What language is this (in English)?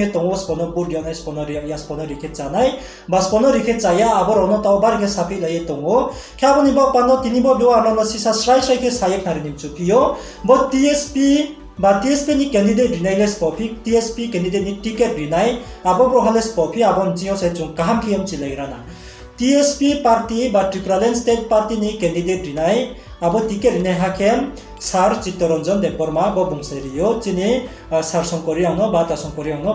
Riang (India)